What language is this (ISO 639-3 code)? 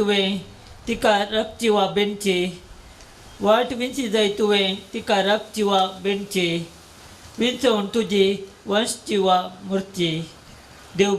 kok